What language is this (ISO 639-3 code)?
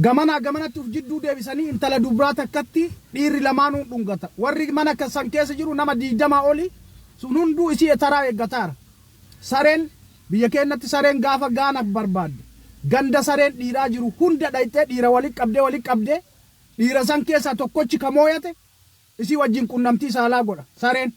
orm